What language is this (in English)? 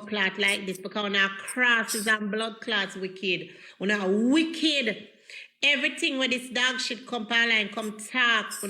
Jamaican Creole English